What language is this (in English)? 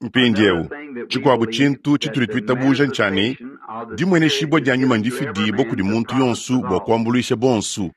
Luba-Lulua